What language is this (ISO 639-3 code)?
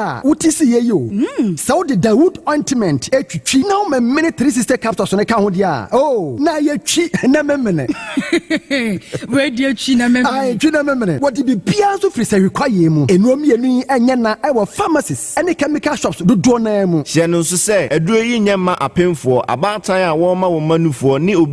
aka